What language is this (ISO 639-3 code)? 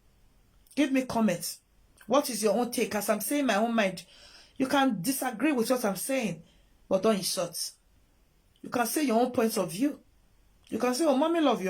pcm